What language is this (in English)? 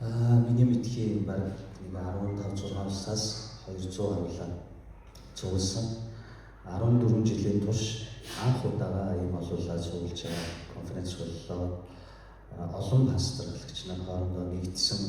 Mongolian